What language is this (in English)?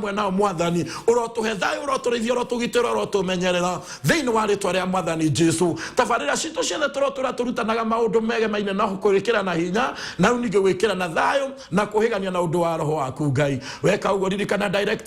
Kikuyu